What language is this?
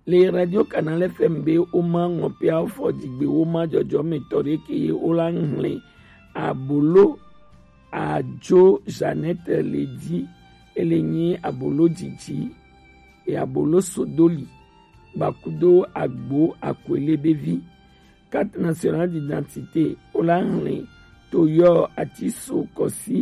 Gen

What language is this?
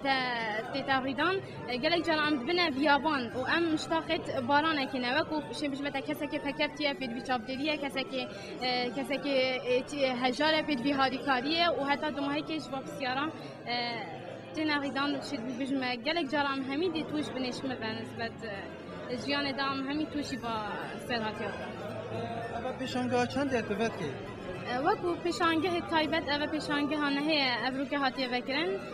Kurdish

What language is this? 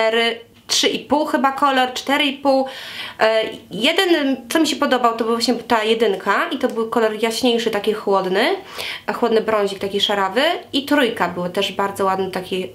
Polish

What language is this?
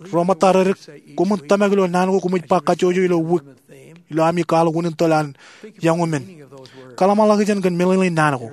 Marshallese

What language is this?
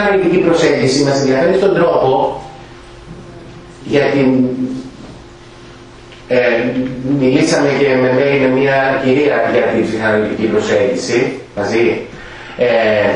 Greek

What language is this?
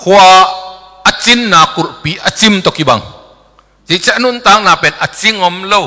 Tedim Chin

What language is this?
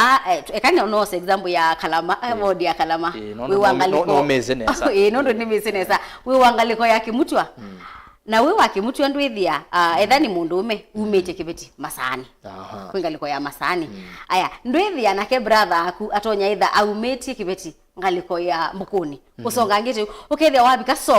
Kamba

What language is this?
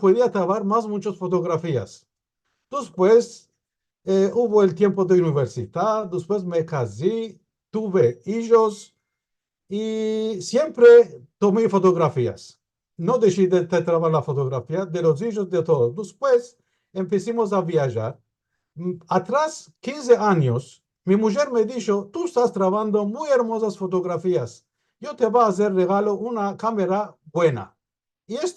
Ladino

